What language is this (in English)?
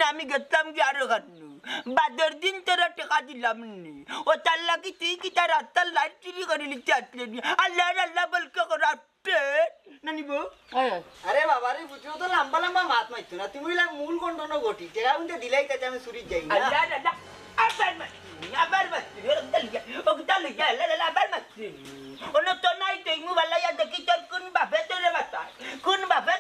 Sylheti